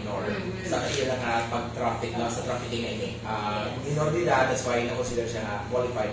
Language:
Hiligaynon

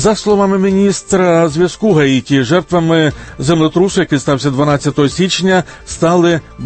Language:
Ukrainian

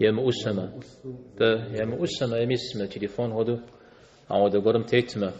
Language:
Kabardian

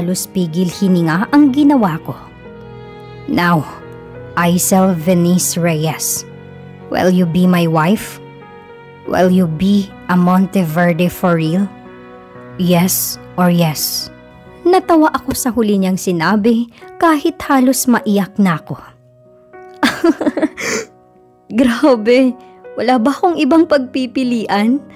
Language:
Filipino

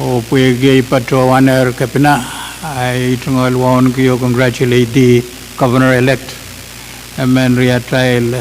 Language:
Pohnpeian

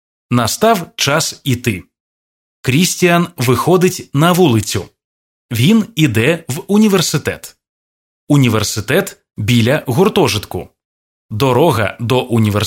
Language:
Ukrainian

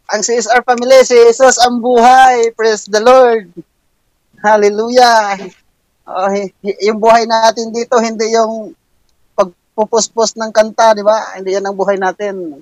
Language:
Filipino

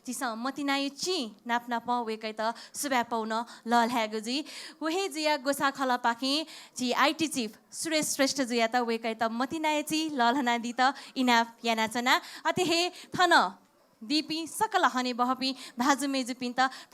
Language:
Newari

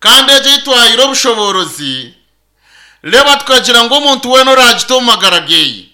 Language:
Nyankole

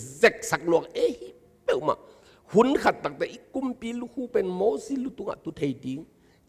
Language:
Tedim Chin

